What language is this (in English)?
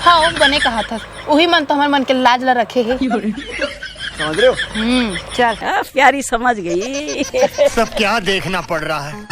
Chhattisgarhi